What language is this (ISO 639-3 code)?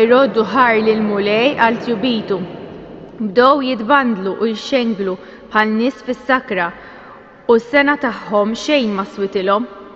mlt